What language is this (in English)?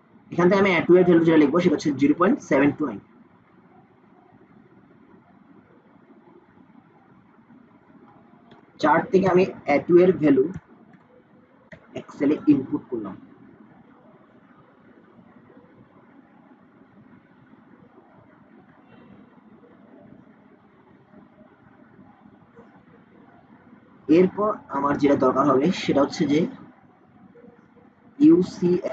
Bangla